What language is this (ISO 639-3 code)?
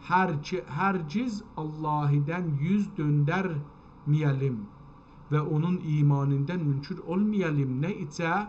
azb